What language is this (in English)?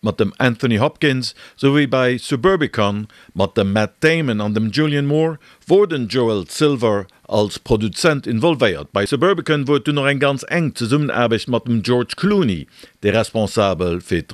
Luxembourgish